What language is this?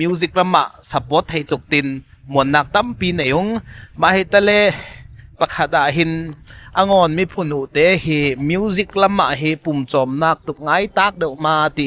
Ngawn Chin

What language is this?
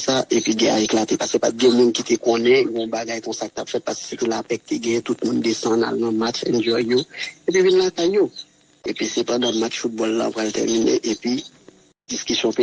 Haitian Creole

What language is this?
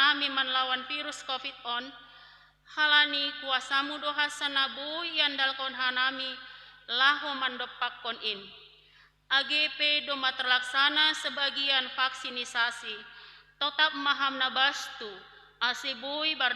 Batak Simalungun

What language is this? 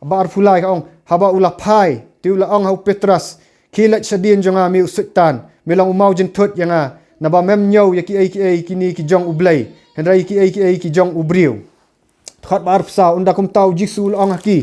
Khasi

